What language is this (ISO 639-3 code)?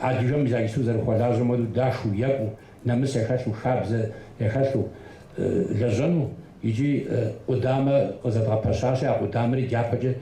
kbd